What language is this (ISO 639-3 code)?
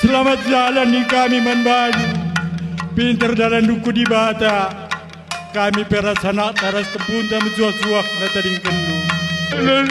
btx